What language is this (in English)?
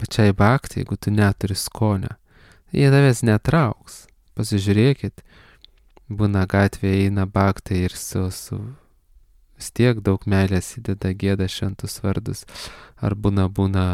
Lithuanian